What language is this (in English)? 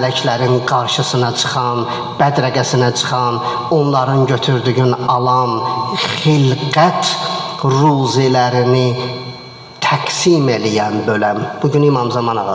Azerbaijani